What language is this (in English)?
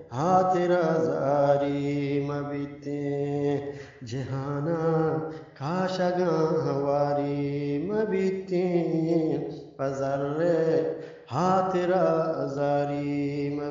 Eastern Balochi